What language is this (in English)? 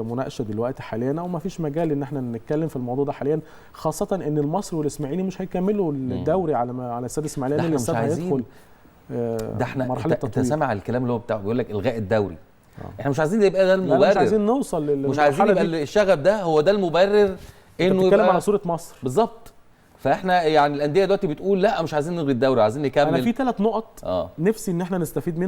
Egyptian Arabic